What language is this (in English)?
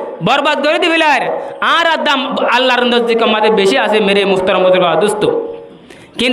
Rohingya